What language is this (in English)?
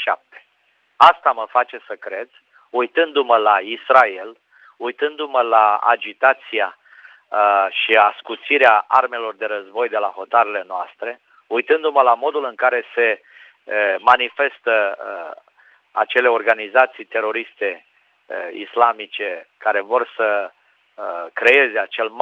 Romanian